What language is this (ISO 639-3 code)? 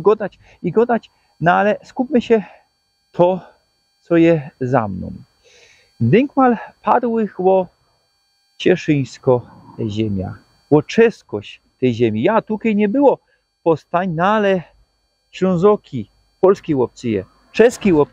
szl